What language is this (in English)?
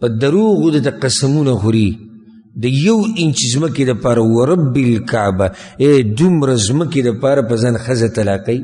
Pashto